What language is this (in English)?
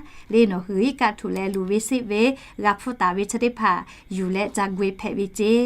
Lahu